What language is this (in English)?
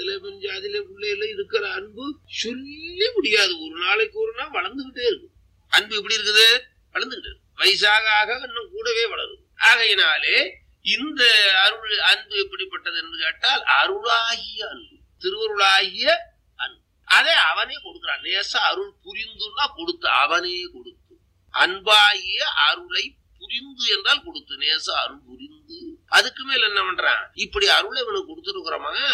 Tamil